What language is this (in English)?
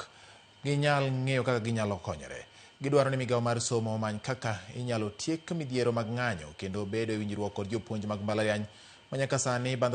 Luo (Kenya and Tanzania)